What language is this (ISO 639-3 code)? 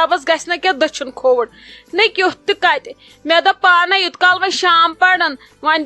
kas